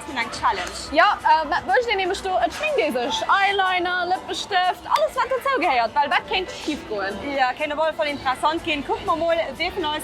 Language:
Luxembourgish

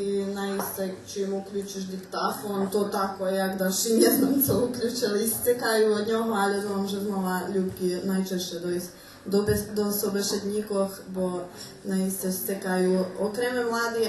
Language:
Rusyn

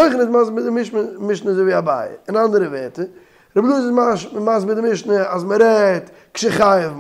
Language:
Yiddish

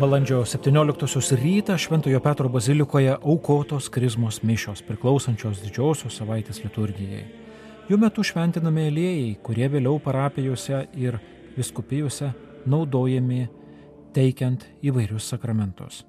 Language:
Lithuanian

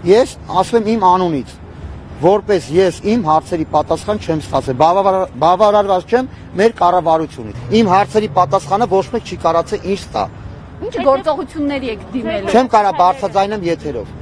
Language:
Armenian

